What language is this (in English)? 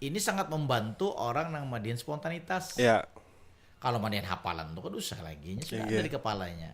Banjar